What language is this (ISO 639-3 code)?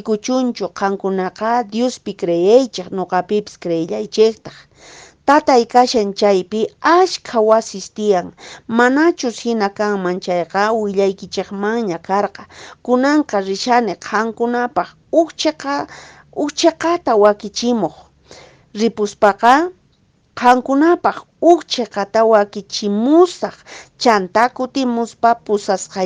que